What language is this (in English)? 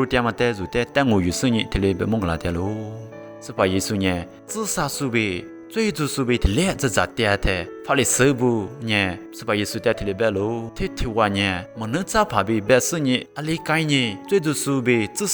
Lisu